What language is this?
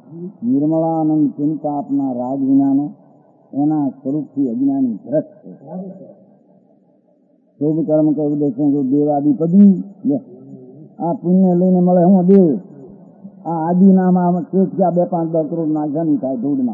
Gujarati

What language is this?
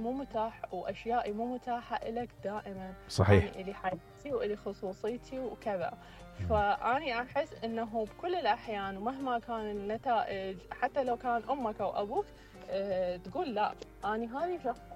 Mesopotamian Arabic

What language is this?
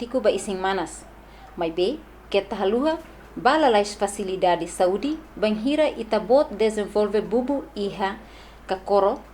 Tetum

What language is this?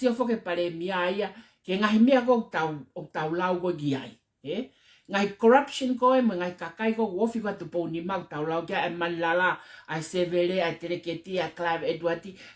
Tongan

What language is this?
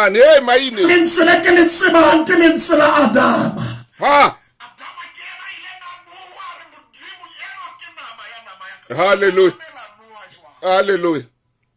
Southern Sotho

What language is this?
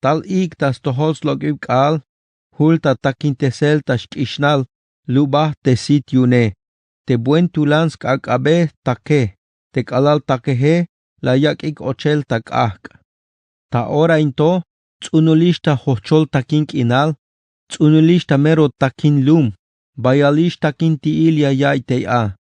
Tzeltal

